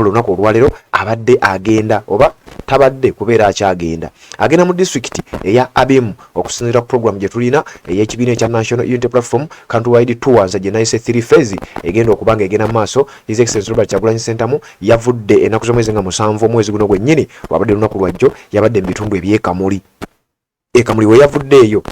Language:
Ganda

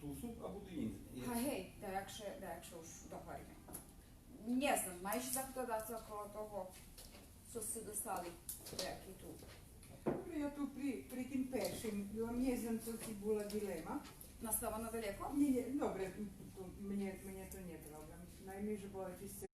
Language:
Rusyn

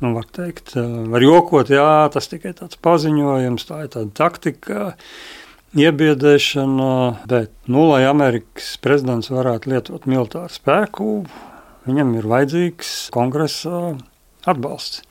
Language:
Latvian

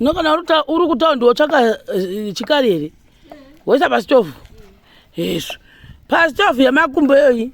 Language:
Shona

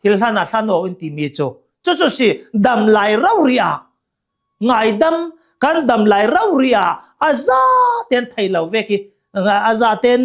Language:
Hakha Chin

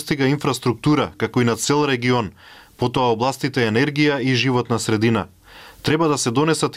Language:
Macedonian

